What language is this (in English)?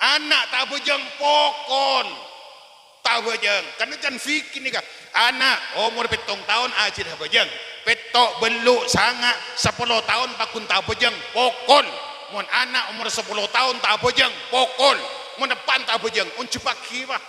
Madurese